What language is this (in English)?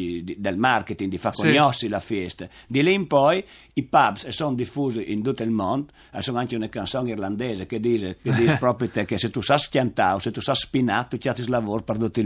Friulian